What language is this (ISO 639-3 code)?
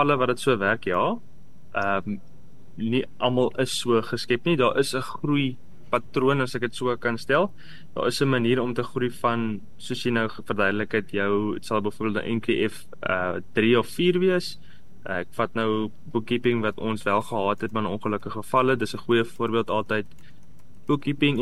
afr